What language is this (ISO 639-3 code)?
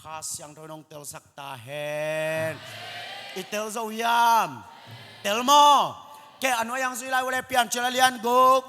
ctd